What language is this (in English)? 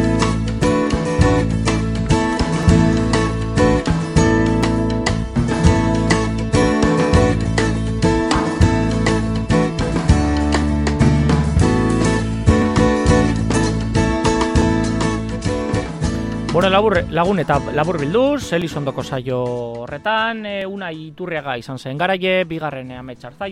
Basque